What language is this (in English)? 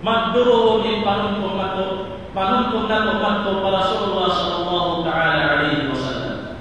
Tausug